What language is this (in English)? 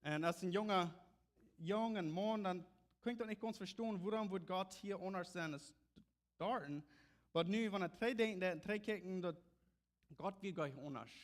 Plautdietsch